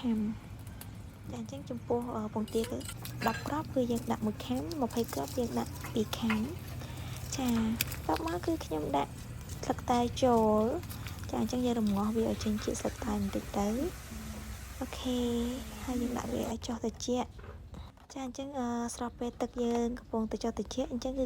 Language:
Khmer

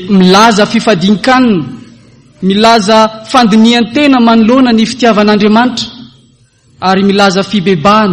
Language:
Malagasy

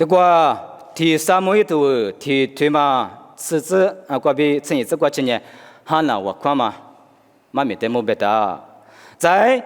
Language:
Lisu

